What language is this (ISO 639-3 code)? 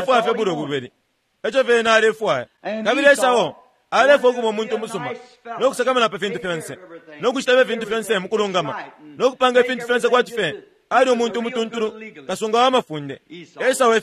bem